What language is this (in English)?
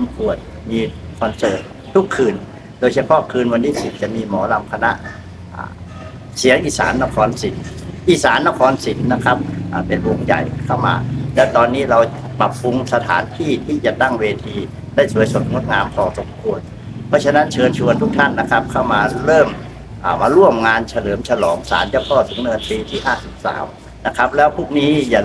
Thai